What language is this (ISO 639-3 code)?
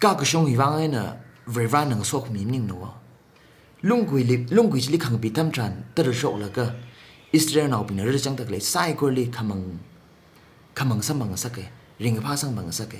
nmf